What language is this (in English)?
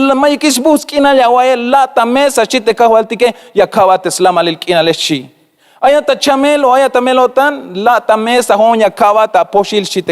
Tzeltal